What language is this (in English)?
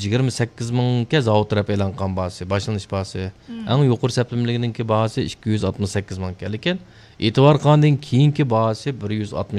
Uyghur